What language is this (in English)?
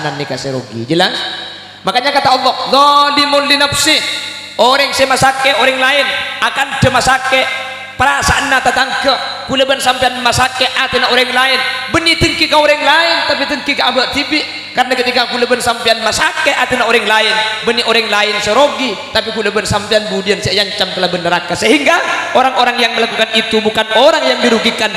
Madurese